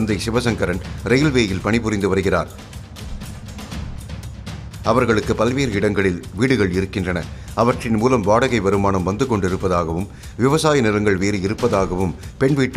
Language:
Tamil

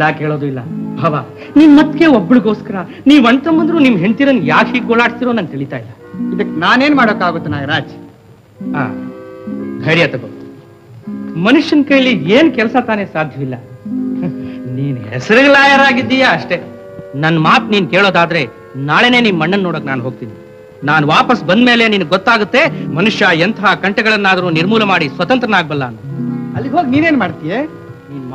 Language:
Kannada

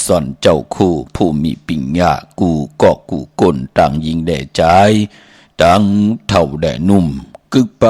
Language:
Shan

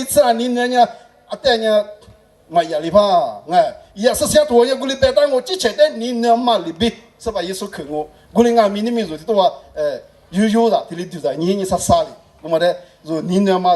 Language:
Lisu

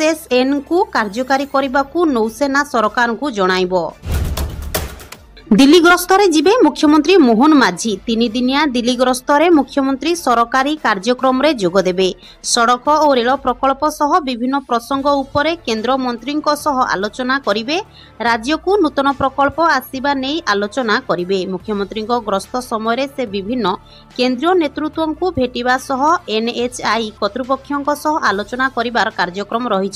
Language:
Odia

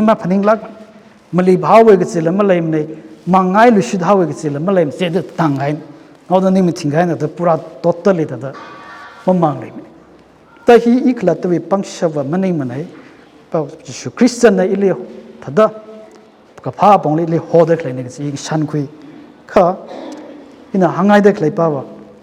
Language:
Tangkhul Naga (India)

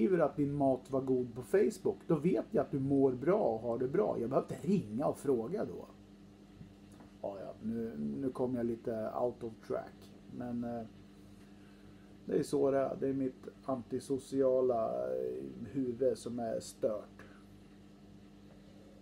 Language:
Swedish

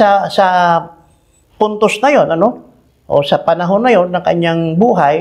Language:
Filipino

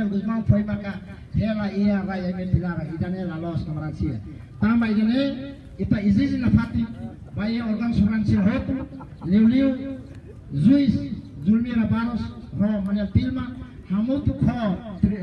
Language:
Tetum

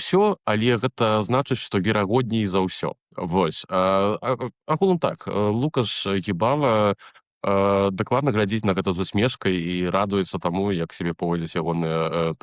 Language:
Belarusian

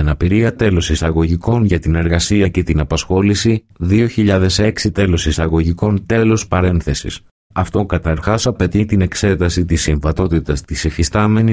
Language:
Greek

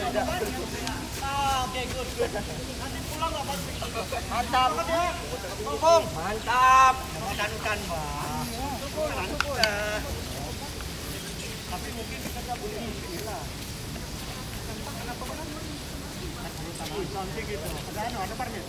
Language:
Malay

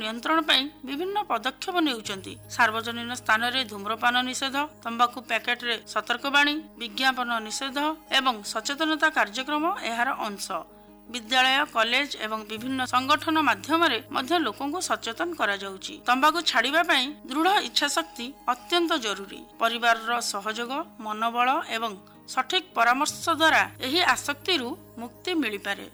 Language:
Odia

